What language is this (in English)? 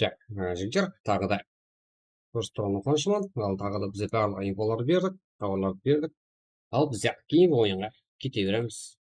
Kara-Kalpak